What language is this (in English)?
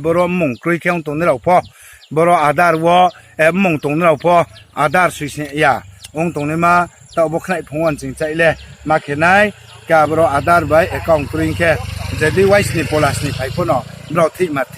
Riang (India)